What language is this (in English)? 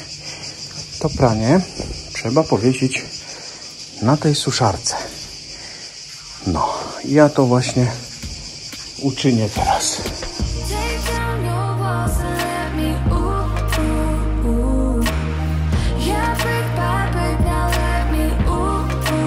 Polish